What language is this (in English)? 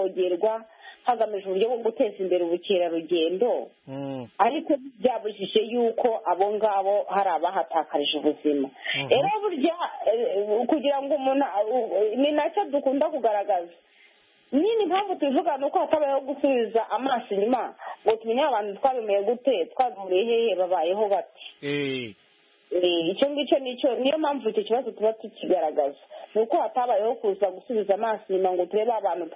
Kinyarwanda